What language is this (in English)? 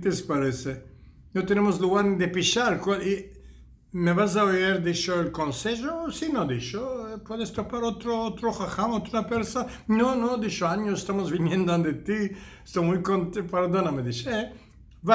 Ladino